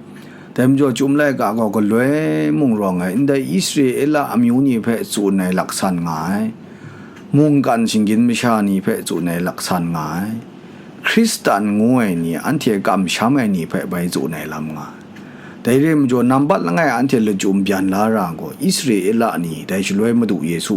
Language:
Kachin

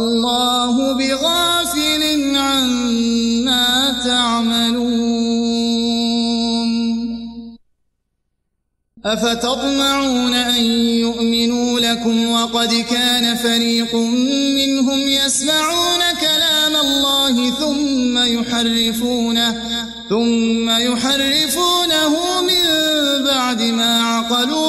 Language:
Arabic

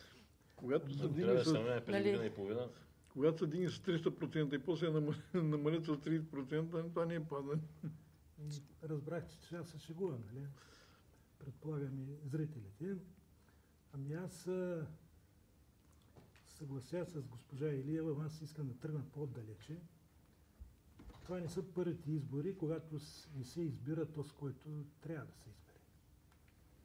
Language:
Bulgarian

